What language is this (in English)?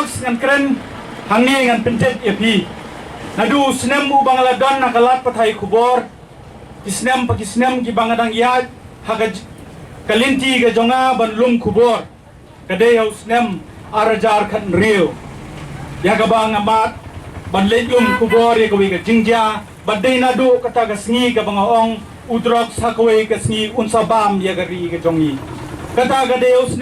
Khasi